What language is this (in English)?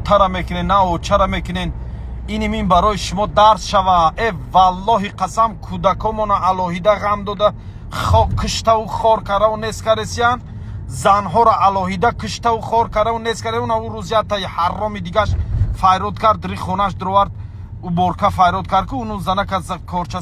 Tajik